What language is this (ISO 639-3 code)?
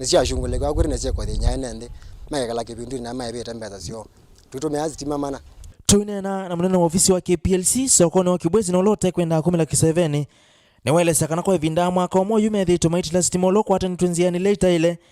kam